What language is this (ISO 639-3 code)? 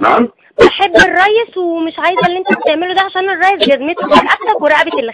arz